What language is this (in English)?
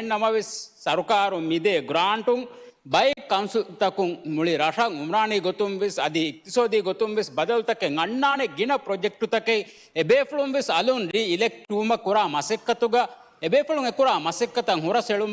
Divehi